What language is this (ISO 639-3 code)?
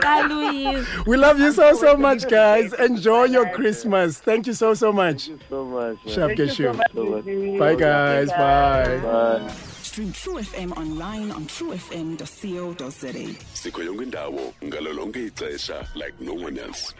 xho